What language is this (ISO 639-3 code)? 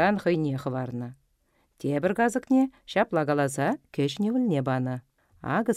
chv